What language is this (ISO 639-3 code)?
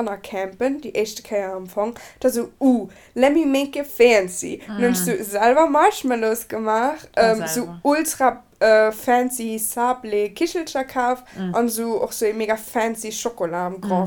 ltz